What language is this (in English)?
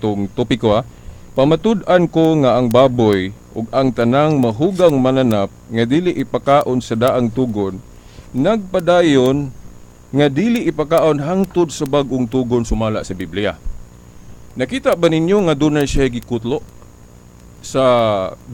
Cebuano